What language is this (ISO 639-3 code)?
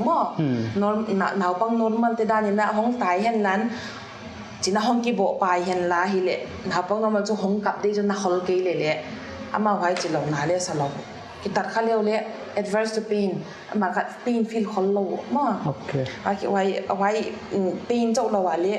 pck